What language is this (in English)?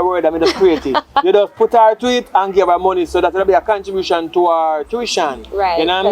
Jamaican Creole English